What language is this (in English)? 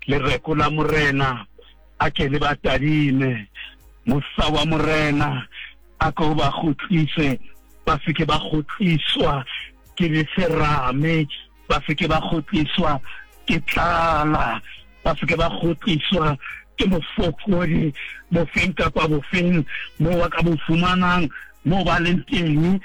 Southern Sotho